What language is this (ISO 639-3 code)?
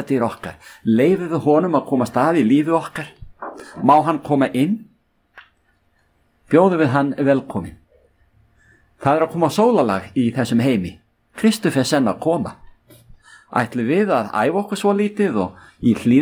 isl